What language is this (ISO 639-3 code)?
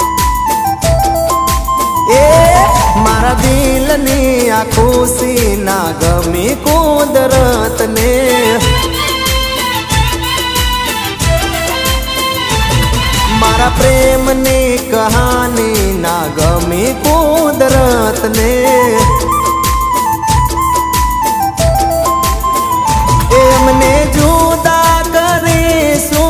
guj